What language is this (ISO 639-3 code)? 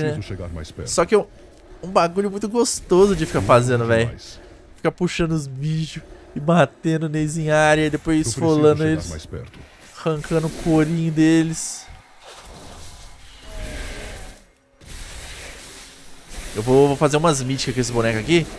por